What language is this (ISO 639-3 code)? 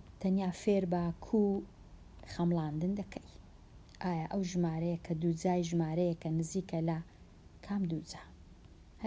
ckb